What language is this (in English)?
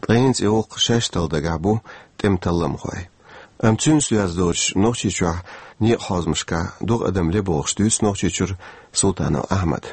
Chechen